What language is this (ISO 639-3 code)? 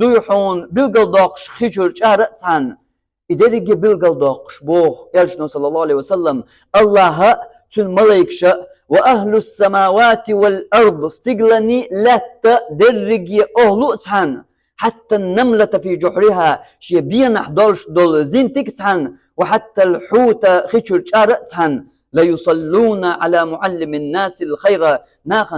che